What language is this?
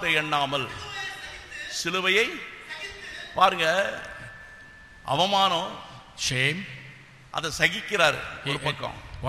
Tamil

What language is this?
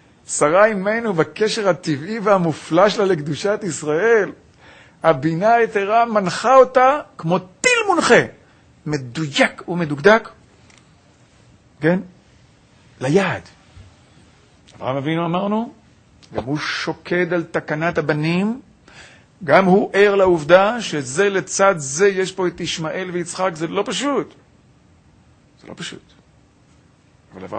Hebrew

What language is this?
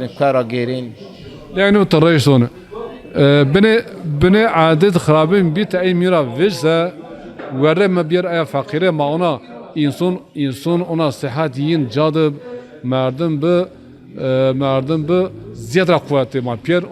Zaza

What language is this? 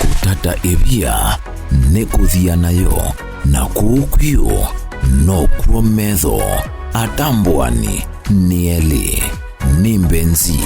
Kamba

